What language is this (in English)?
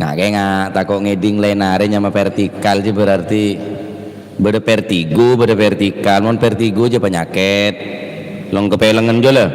Madurese